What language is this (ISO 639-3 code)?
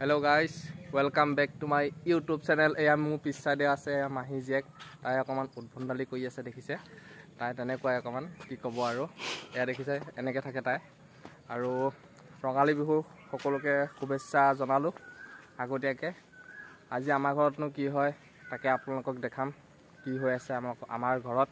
asm